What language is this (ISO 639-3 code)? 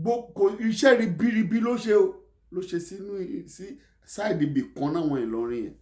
yor